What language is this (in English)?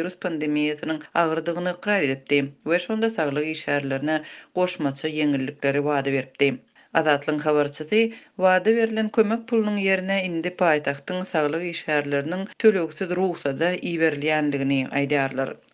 Turkmen